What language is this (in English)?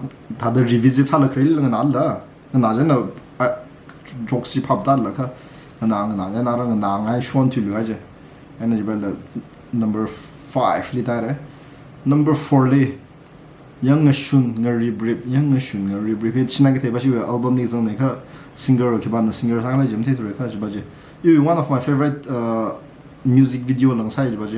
Tangkhul Naga (India)